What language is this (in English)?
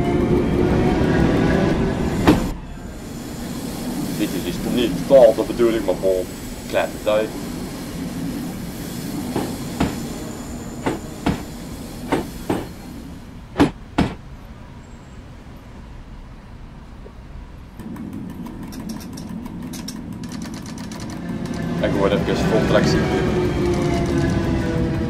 Dutch